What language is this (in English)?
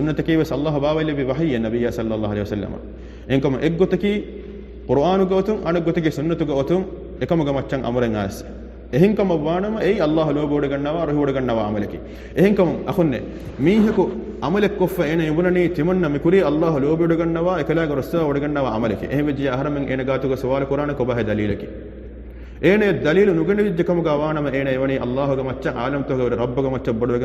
Divehi